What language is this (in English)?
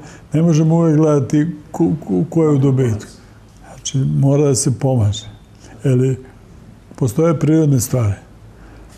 Serbian